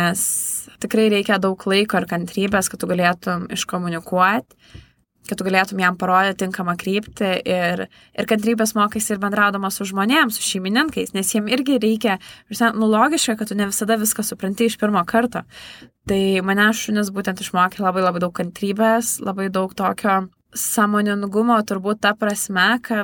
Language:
Lithuanian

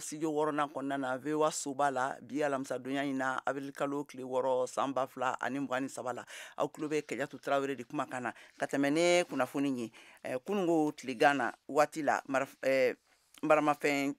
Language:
Bambara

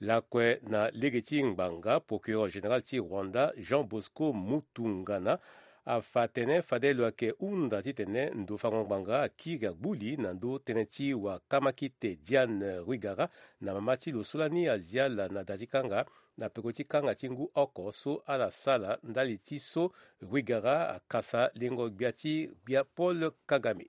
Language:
Sango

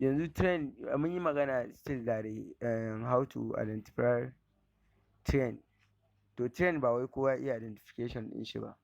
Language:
Hausa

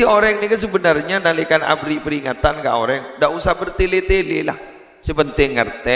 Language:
Madurese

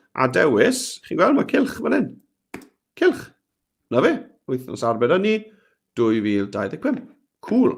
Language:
Welsh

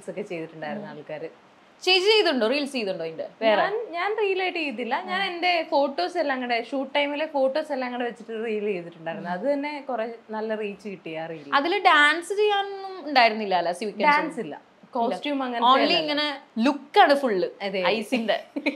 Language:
Malayalam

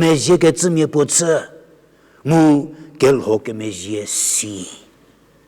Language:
Angami Naga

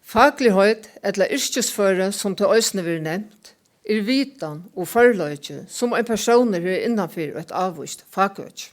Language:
Faroese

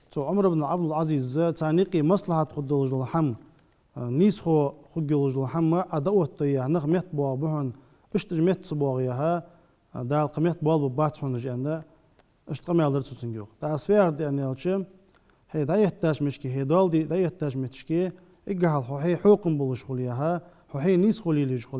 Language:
Ingush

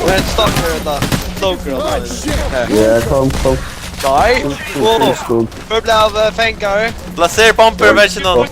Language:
Faroese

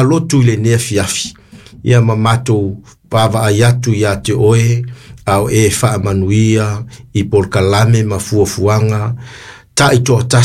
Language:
Samoan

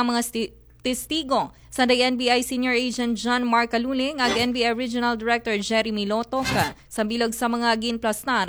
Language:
Aklanon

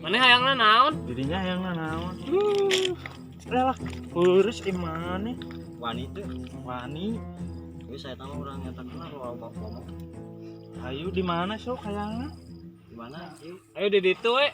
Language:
Sundanese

